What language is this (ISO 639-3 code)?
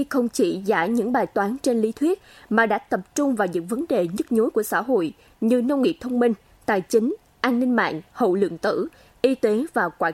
vie